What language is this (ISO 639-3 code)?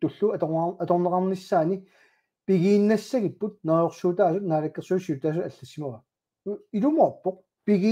kal